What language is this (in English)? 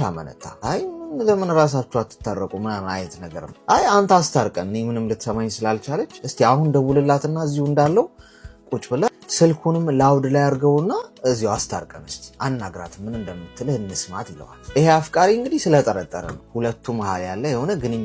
Amharic